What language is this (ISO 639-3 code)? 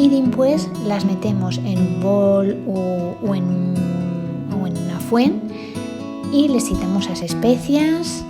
arg